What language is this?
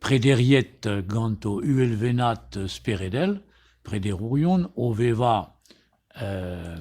Breton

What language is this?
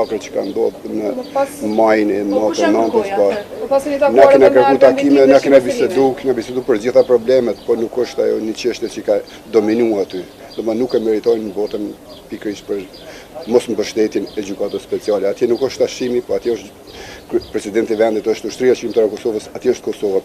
Albanian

